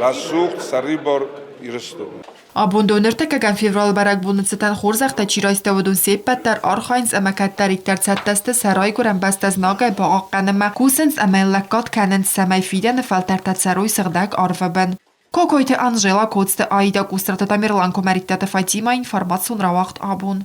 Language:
Ossetic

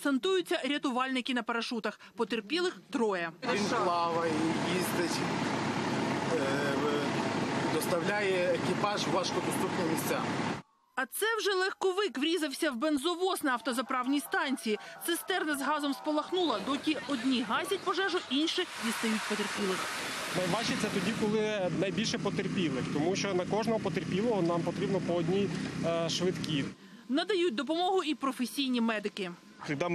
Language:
Ukrainian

